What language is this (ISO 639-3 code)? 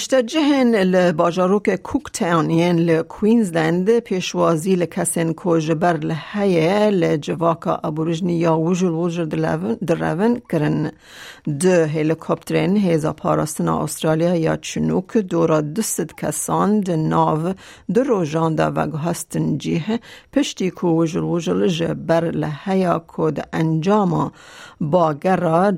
kur